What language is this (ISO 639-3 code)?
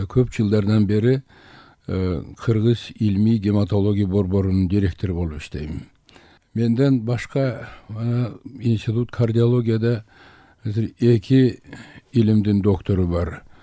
kir